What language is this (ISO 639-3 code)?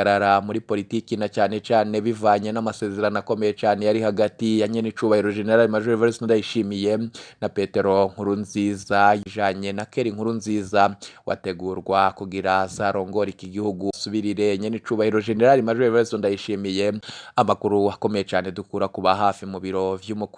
run